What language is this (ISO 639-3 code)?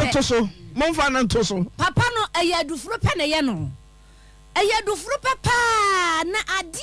aka